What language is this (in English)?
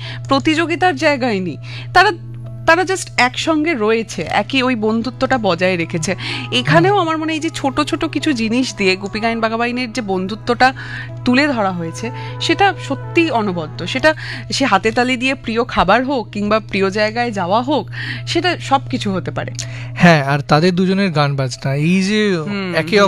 Bangla